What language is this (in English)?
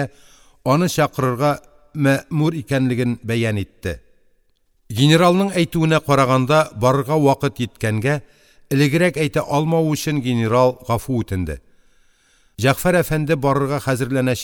Tatar